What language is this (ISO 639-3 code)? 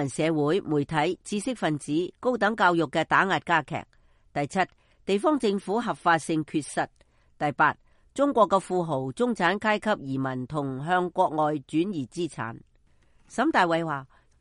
yue